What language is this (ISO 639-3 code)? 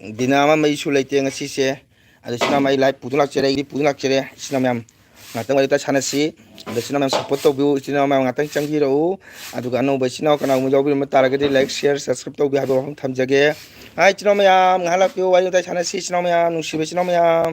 mni